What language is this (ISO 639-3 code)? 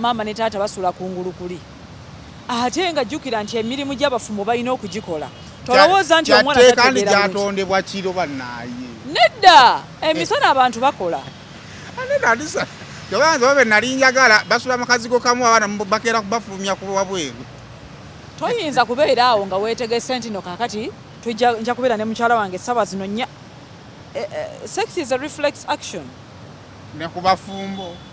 lug